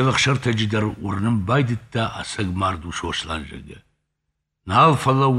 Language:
Ossetic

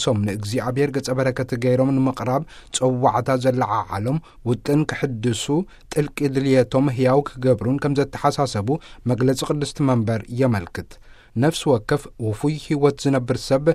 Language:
Tigrinya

